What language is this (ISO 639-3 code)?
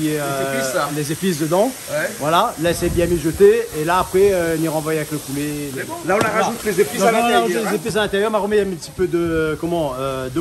rcf